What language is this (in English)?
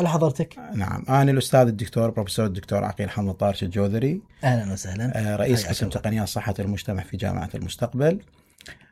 Mesopotamian Arabic